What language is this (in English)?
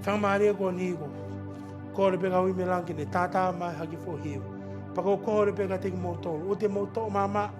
Tongan